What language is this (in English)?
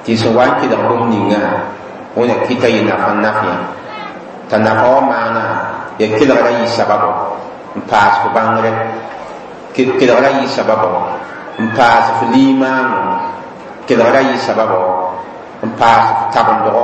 Mossi